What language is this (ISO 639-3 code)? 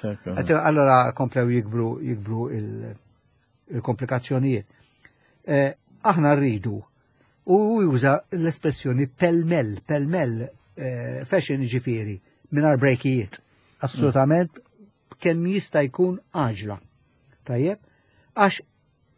mlt